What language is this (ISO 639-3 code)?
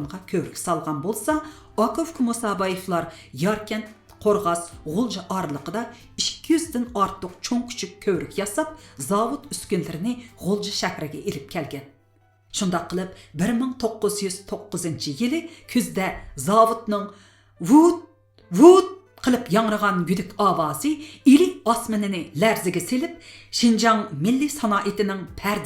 uig